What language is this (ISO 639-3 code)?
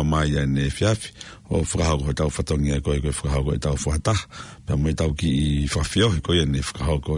ton